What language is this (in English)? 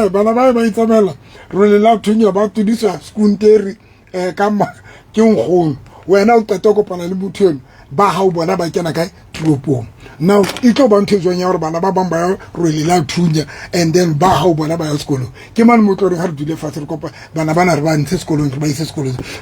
Southern Sotho